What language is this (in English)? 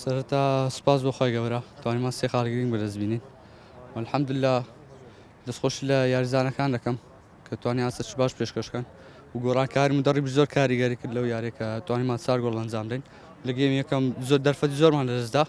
Central Kurdish